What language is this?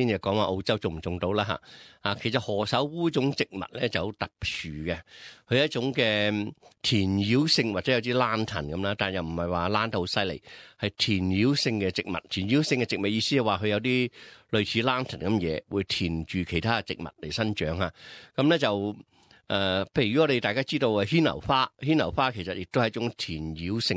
Cantonese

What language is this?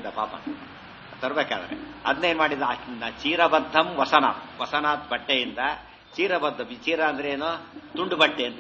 Kannada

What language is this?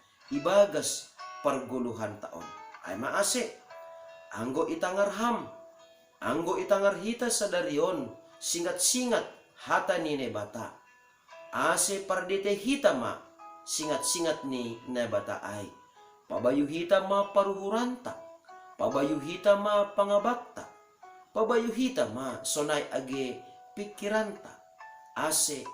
Batak Simalungun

